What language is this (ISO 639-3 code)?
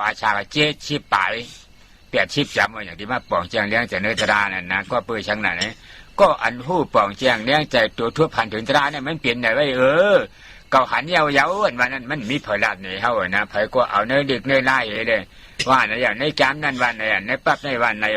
shn